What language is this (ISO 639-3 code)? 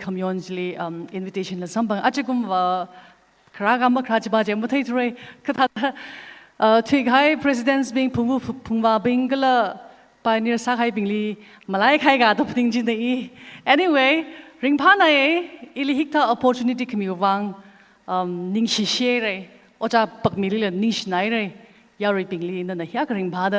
nmf